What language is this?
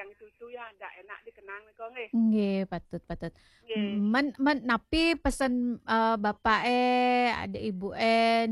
Balinese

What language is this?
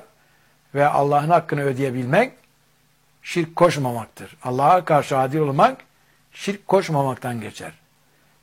Turkish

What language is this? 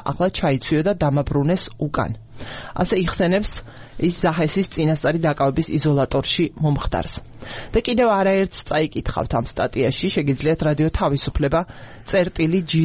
Georgian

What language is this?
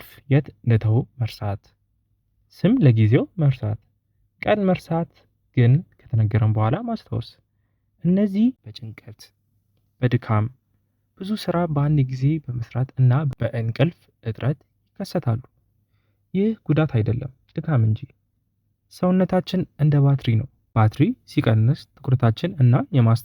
Amharic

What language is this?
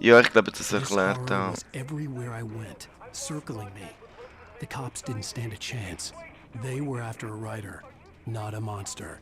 Swiss German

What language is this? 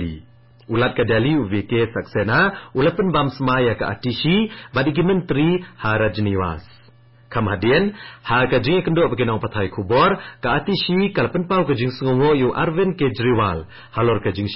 Khasi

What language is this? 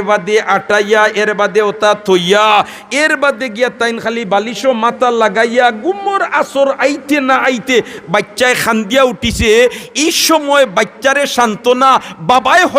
Sylheti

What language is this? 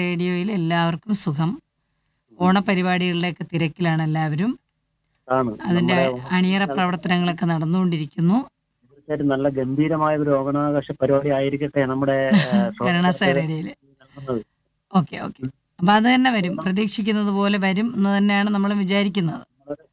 Malayalam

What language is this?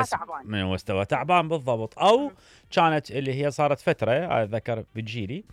Mesopotamian Arabic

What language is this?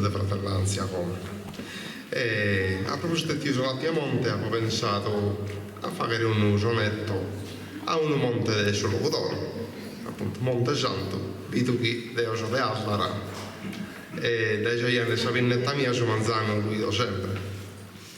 Sardinian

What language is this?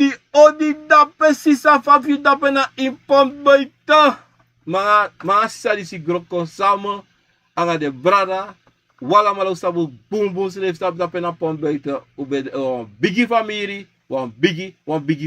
Sranan Tongo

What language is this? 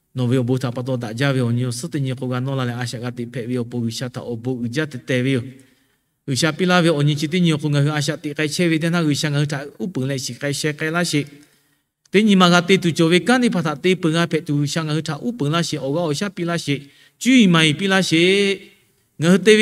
Lahu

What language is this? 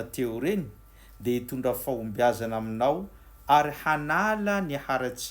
Malagasy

